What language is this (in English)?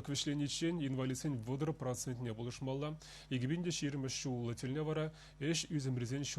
Chuvash